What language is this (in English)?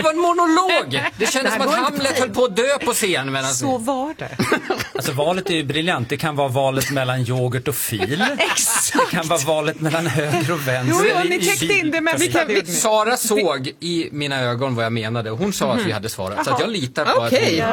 Swedish